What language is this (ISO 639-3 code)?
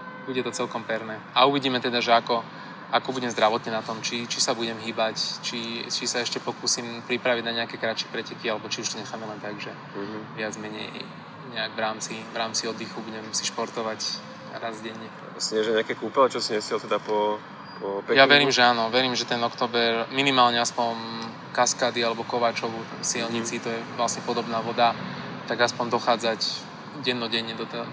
slk